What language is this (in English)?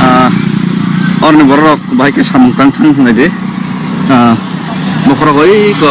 Kok Borok